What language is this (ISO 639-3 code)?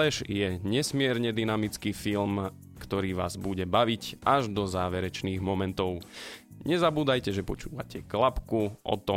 slk